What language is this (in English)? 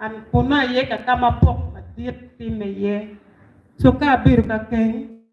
Acoli